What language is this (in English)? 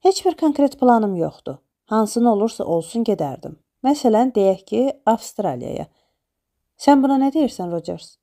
Azerbaijani